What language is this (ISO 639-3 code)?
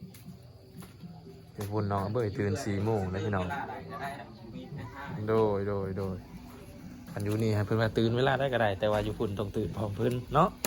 lao